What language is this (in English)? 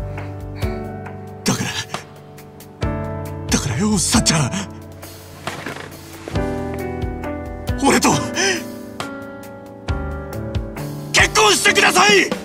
Japanese